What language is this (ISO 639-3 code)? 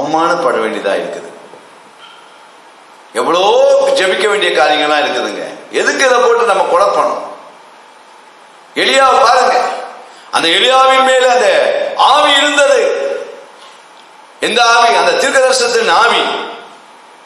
tam